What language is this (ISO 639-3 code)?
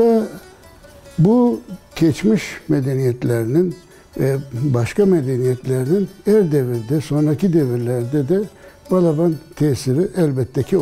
crh